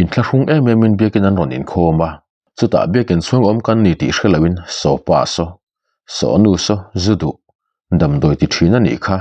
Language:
Mizo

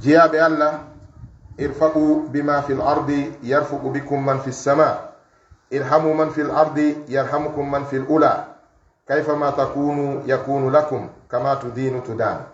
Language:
Fula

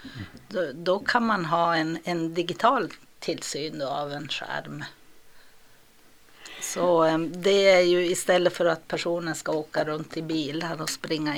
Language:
Swedish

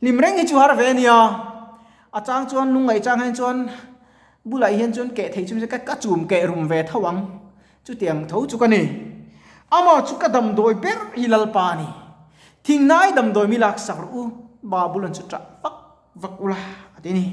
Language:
Mizo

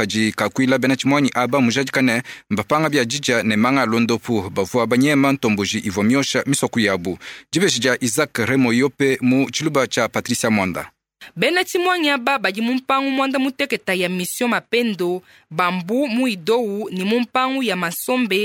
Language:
Luba-Lulua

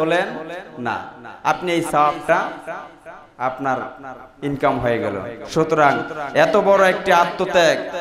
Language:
Bangla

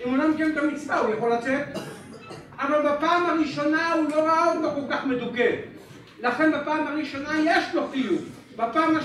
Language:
Hebrew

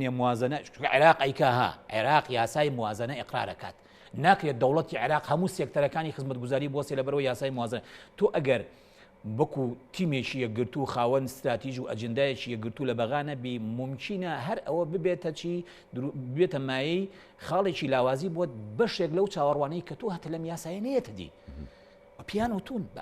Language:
Central Kurdish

